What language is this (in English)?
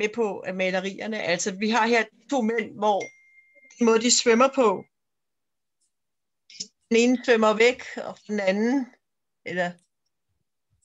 Danish